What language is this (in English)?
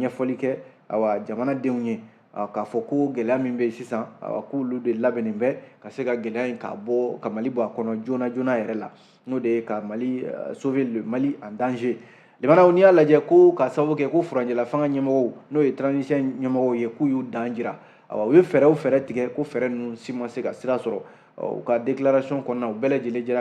Bambara